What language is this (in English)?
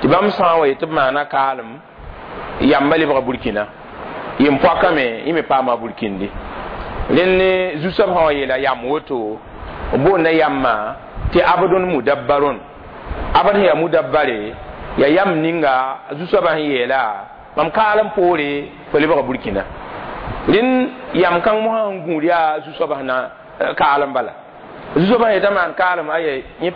Mossi